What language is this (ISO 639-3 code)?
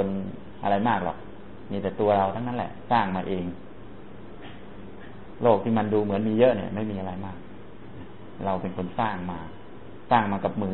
tha